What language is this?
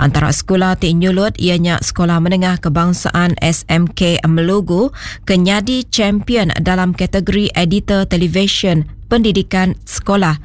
Iban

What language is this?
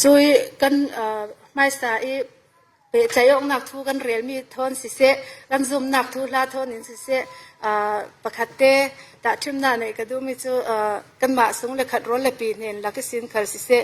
Falam Chin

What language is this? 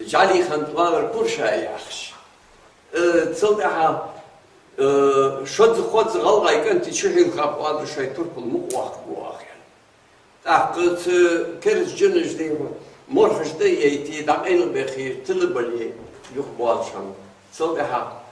Ingush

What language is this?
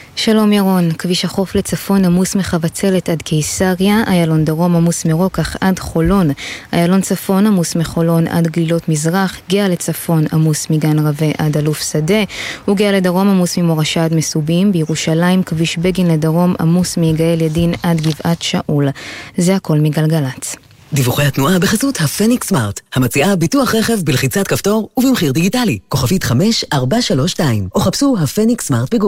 Hebrew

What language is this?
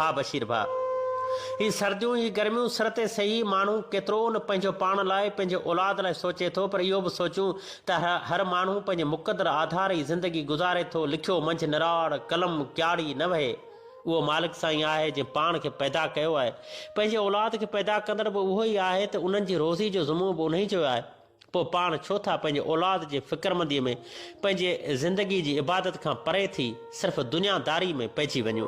Sindhi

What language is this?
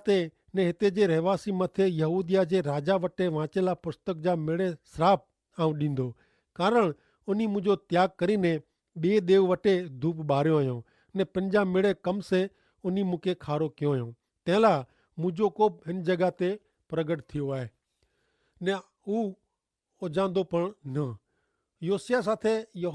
Kachhi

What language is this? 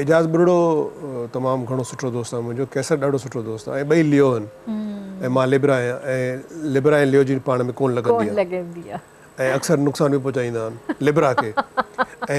Sindhi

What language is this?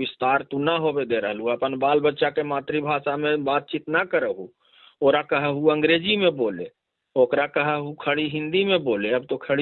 Magahi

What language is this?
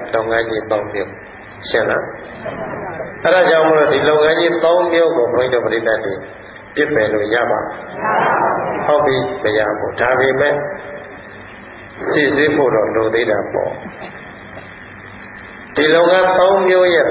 Burmese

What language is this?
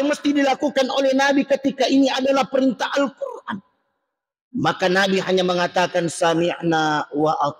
Buginese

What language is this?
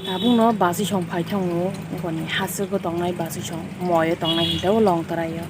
Kok Borok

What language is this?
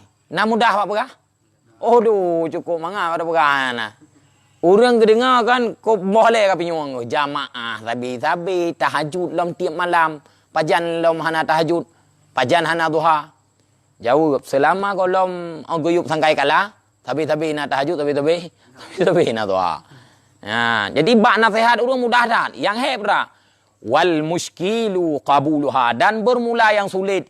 Achinese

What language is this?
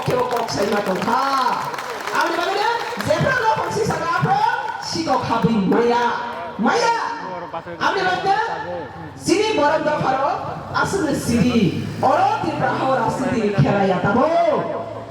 Kok Borok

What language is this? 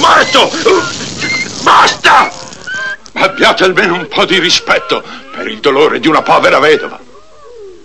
Italian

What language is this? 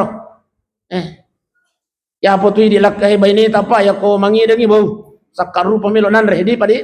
Buginese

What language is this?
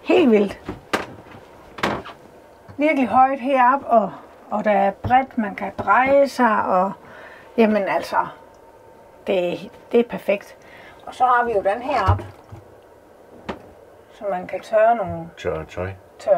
Danish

